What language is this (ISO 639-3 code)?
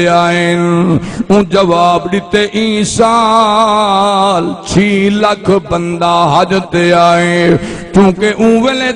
skr